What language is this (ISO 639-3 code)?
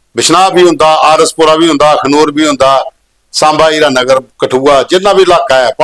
doi